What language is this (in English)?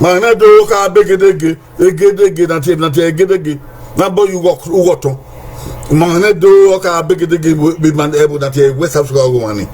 Bini